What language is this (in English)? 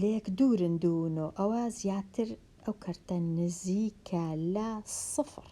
Central Kurdish